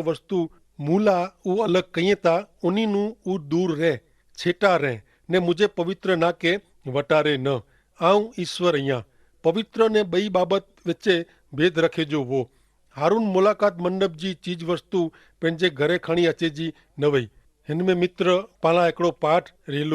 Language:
Kachhi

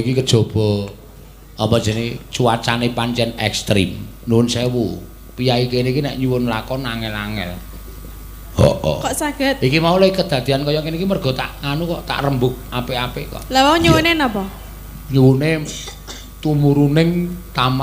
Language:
Javanese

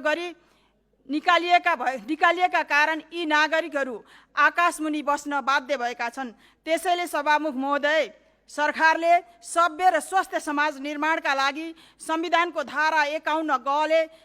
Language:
Nepali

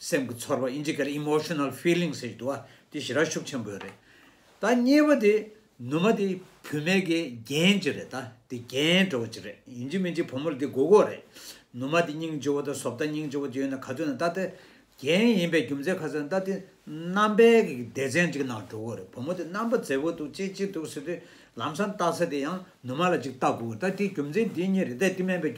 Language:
Tibetan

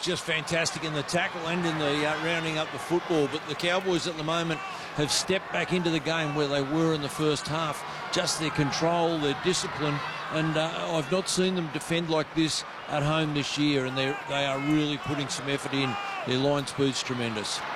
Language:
English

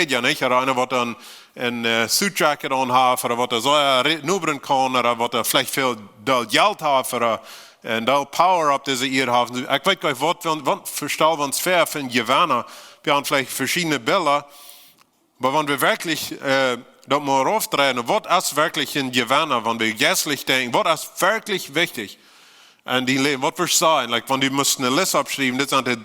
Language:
Plautdietsch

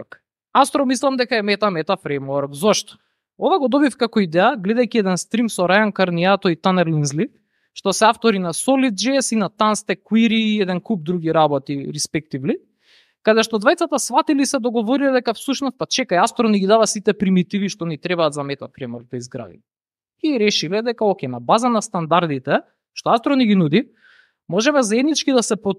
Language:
Macedonian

